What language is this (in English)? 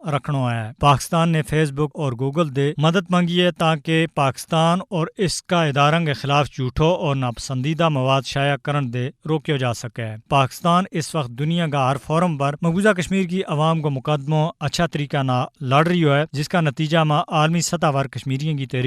Gujari